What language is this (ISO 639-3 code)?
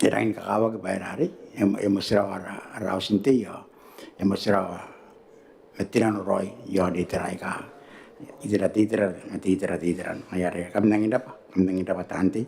gil